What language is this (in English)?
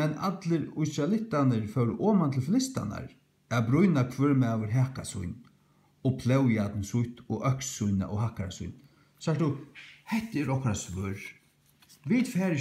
Faroese